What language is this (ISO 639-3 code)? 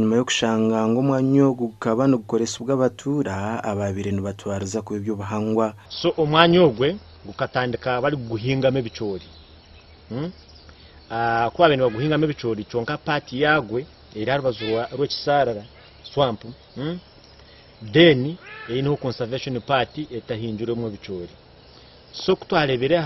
nyn